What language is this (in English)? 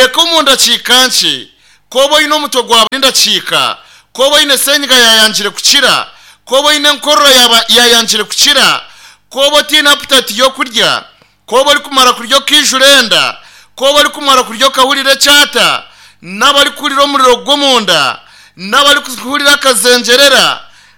Nyankole